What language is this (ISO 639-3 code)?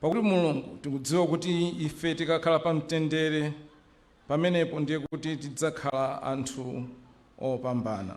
nya